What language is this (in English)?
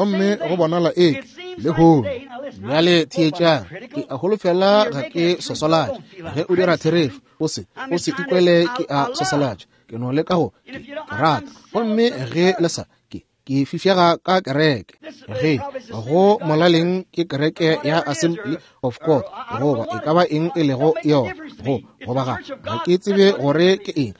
Northern Sotho